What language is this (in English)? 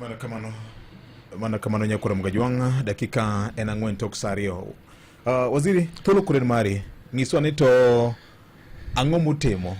Luo (Kenya and Tanzania)